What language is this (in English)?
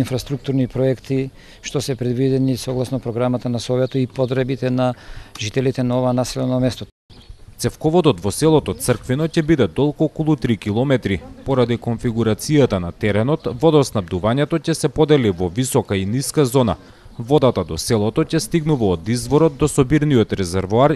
Macedonian